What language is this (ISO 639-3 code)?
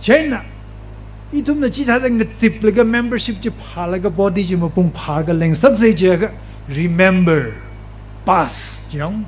nmf